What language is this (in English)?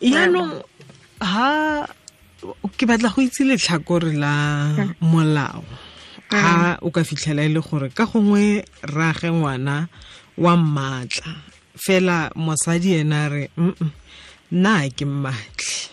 Tswana